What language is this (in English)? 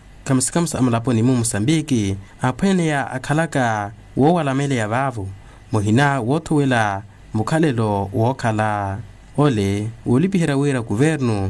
Makhuwa